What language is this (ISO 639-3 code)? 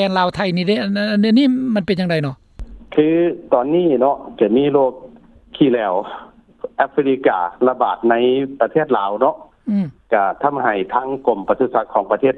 lao